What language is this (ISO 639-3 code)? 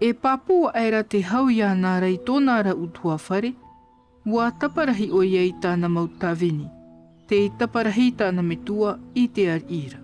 tah